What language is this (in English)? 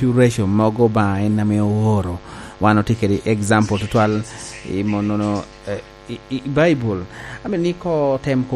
Lango (Uganda)